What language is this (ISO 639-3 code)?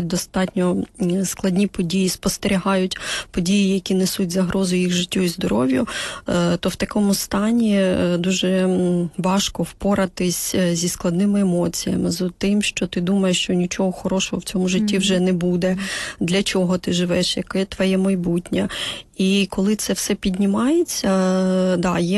ukr